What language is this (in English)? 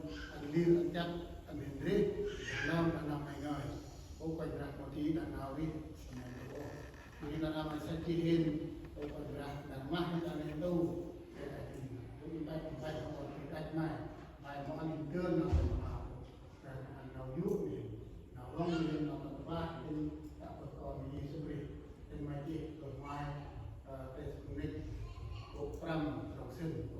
Central Mnong